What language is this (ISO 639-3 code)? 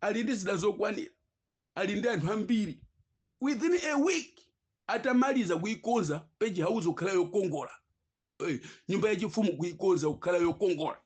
nya